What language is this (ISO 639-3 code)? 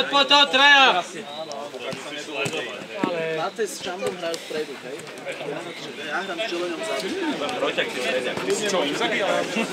slk